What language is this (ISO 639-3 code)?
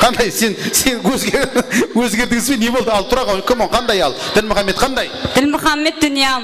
kaa